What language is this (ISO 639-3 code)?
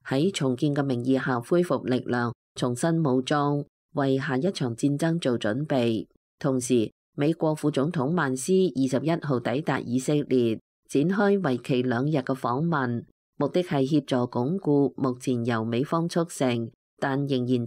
yue